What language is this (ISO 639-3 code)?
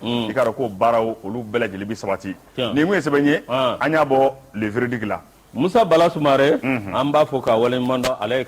bam